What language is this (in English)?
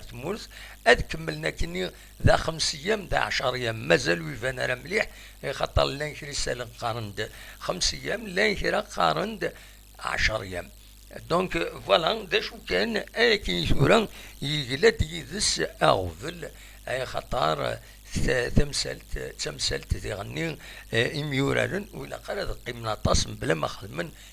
Kabyle